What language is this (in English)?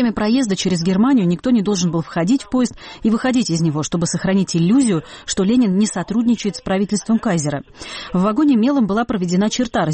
Russian